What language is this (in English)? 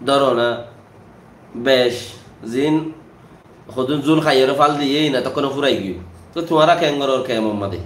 Rohingya